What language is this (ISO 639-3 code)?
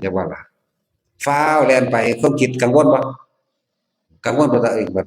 tts